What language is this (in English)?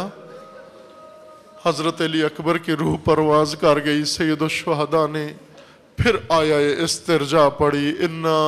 Urdu